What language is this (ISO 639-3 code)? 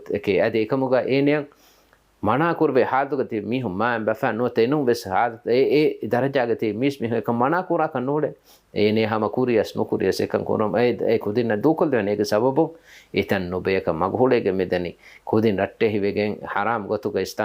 div